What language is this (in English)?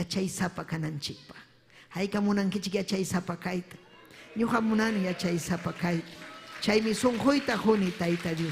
Ayacucho Quechua